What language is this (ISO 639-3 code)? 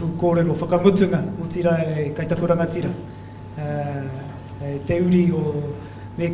mri